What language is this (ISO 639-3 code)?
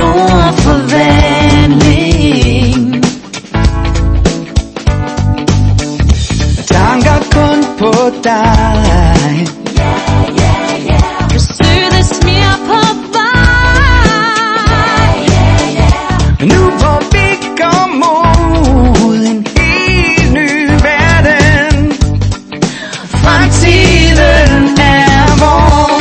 dan